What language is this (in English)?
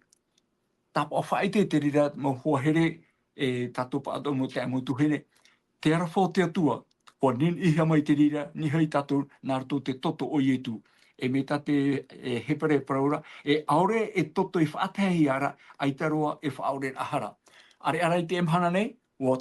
Tahitian